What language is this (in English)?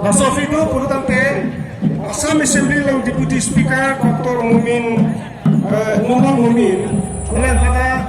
Karbi